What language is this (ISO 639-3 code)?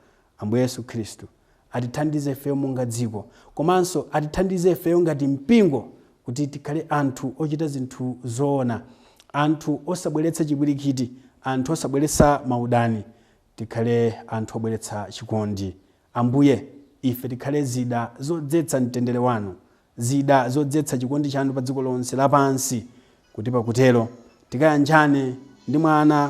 nya